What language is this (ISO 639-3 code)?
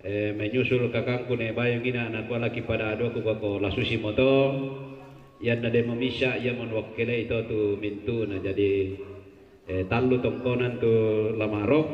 sda